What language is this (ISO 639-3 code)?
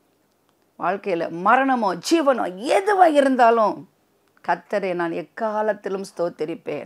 tam